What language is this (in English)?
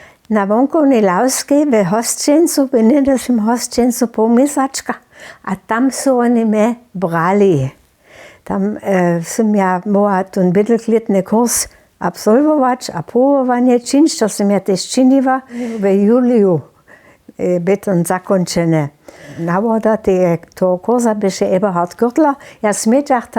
Upper Sorbian